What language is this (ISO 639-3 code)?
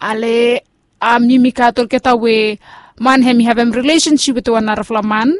bis